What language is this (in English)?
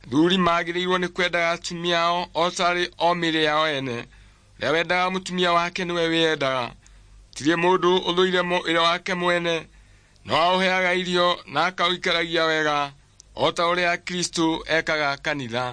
Kikuyu